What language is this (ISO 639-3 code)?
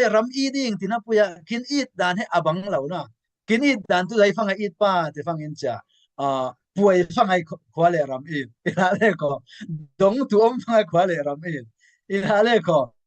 cfm